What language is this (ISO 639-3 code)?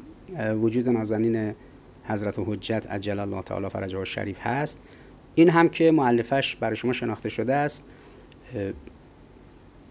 fas